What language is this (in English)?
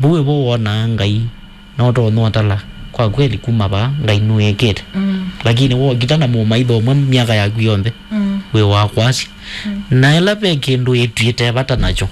Kamba